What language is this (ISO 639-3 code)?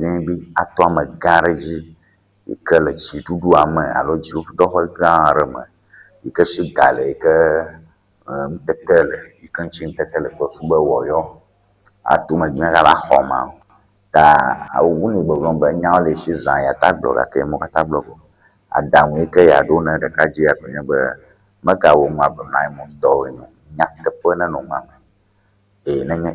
ewe